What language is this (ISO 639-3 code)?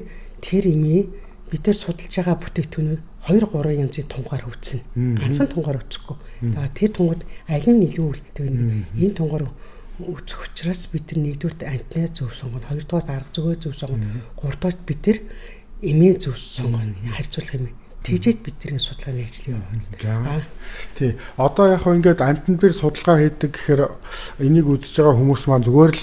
mon